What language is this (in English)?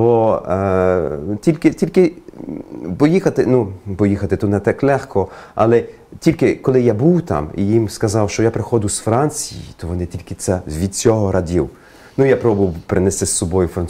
Ukrainian